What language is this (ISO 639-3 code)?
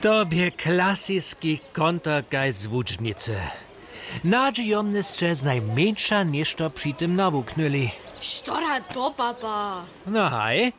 hsb